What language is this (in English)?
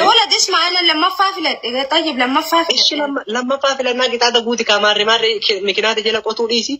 Oromo